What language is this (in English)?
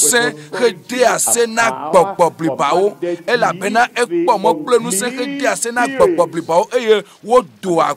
Ewe